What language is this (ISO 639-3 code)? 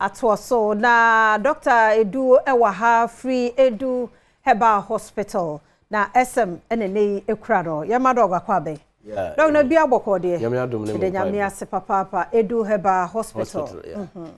aka